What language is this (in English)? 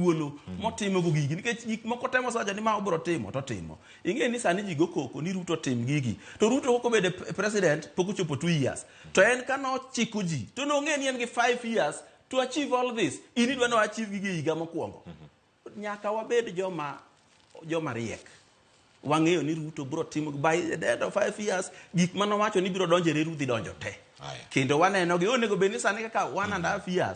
Luo (Kenya and Tanzania)